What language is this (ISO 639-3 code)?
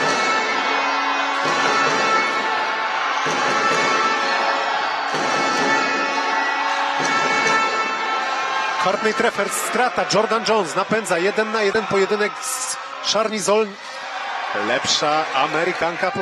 pol